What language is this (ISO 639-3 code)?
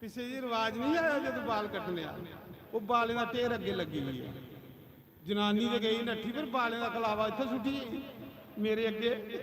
doi